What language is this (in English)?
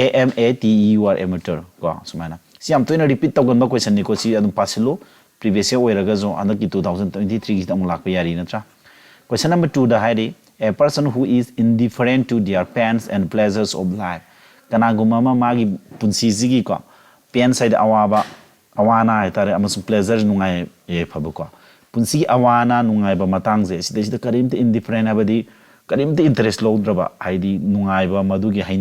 Manipuri